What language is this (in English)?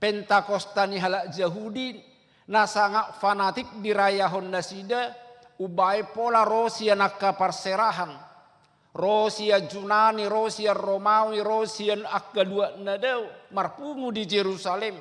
Batak Toba